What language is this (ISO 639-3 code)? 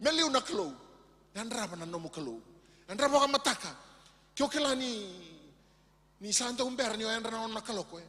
fij